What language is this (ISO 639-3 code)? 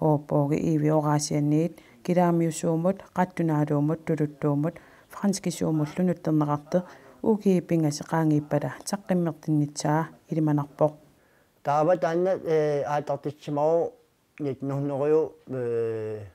kal